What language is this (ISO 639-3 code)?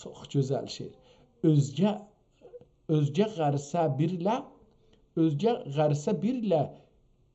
azb